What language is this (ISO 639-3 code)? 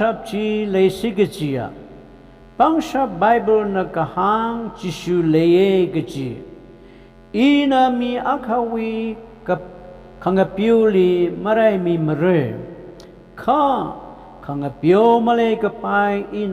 nmf